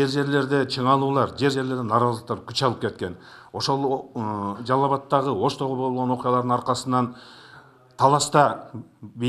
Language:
Kyrgyz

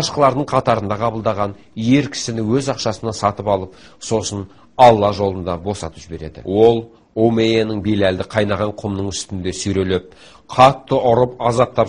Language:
Kazakh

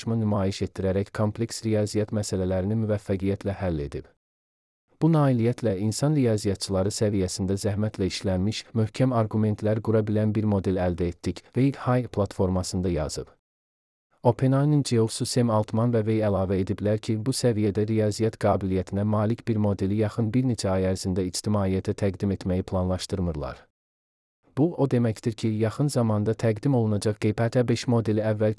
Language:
Azerbaijani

